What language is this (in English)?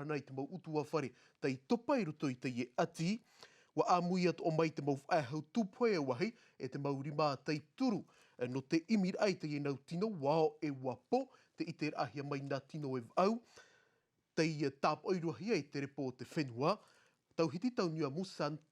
Tahitian